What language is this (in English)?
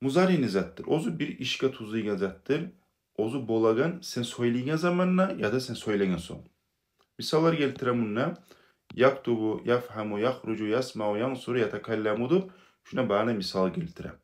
Kumyk